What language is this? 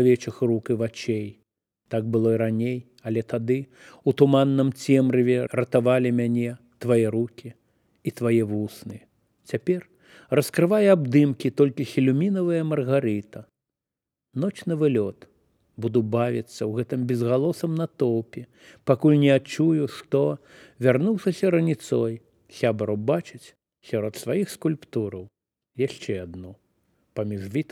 Belarusian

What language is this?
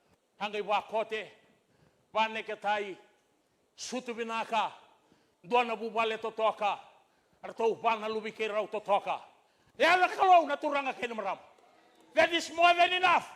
Fijian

